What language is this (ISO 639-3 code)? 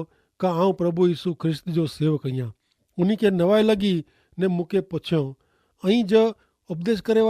kfr